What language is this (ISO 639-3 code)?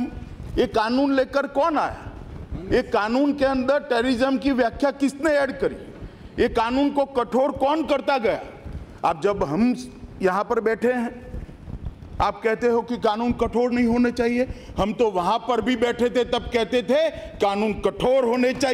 hin